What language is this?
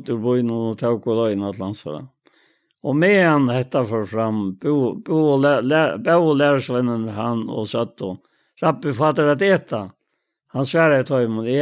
Faroese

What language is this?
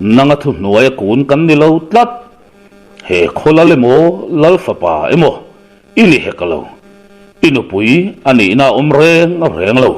Mizo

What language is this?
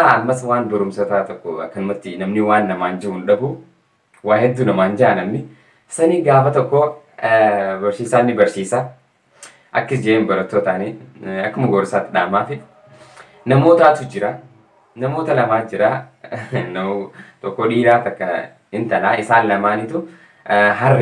Oromo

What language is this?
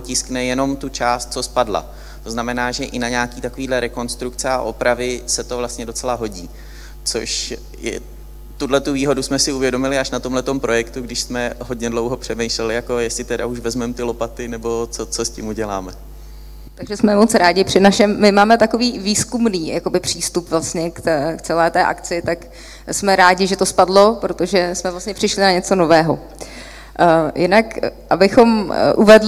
Czech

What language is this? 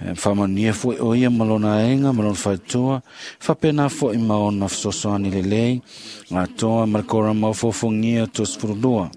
Samoan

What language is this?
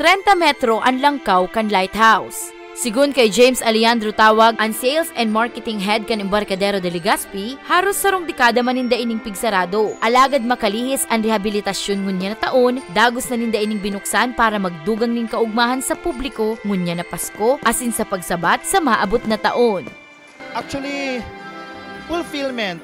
Bikol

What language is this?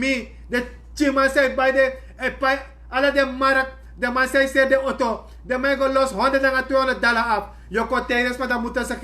Sranan Tongo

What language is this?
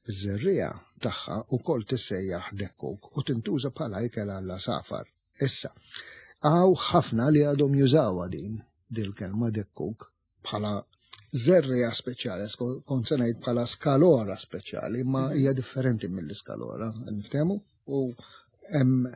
Maltese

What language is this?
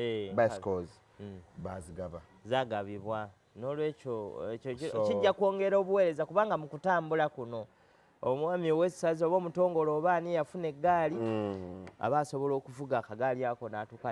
Ganda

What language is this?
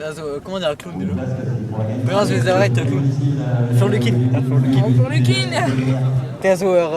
Breton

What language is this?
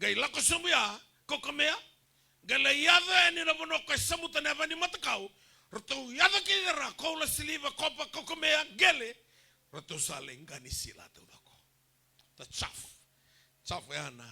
Fijian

